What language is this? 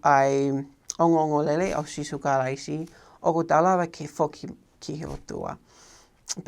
Tongan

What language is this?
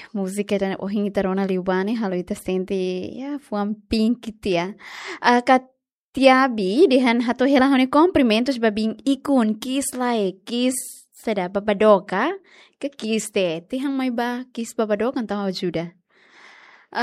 Tetum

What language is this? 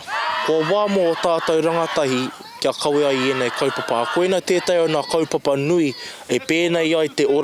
Māori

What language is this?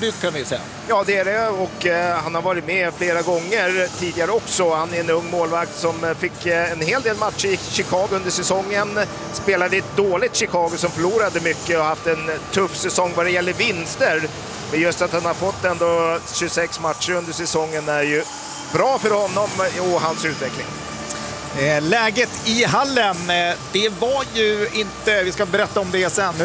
Swedish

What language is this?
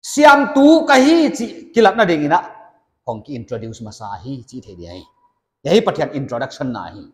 Paite Chin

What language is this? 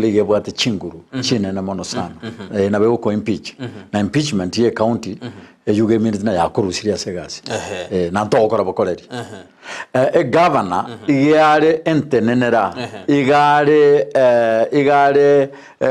Gusii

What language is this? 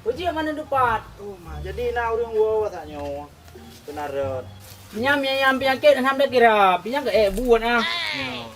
Achinese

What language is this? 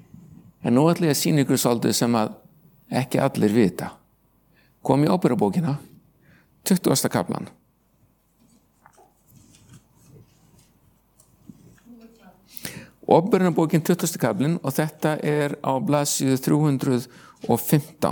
Icelandic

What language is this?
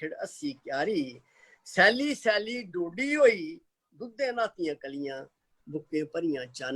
Dogri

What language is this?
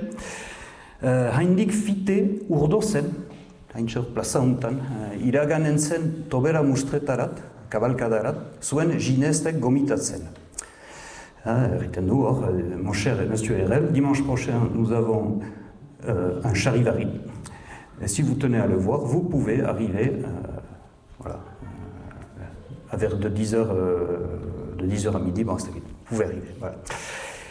Basque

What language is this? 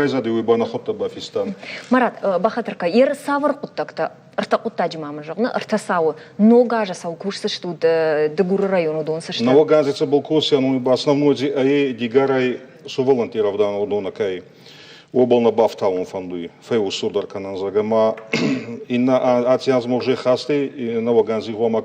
Ossetic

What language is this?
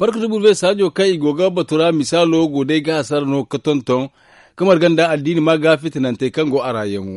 Zarma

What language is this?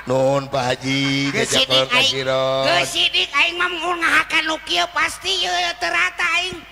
Sundanese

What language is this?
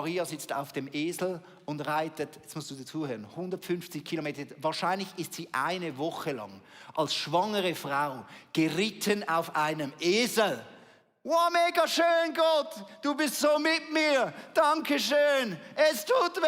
Swiss German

